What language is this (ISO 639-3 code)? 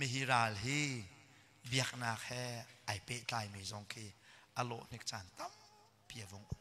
cnh